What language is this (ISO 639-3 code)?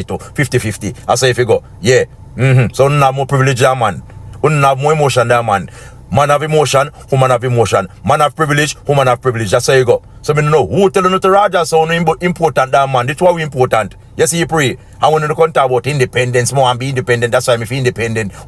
jam